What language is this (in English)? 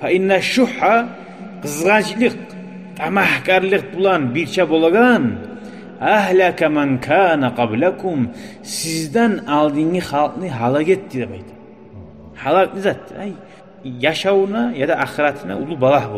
Kumyk